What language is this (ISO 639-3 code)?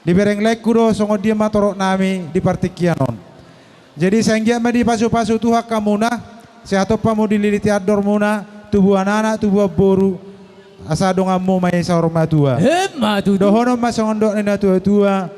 bbc